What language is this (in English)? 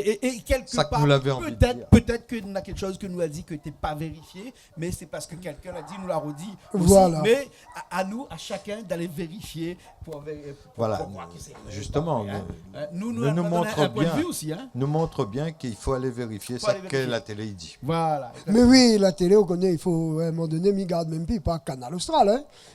Réunion Creole French